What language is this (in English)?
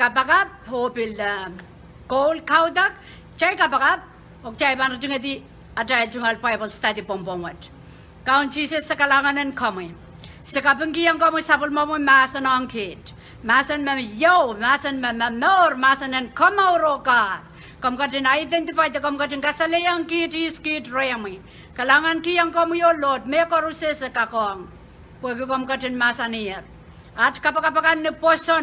Pohnpeian